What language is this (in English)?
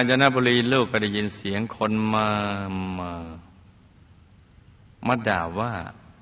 Thai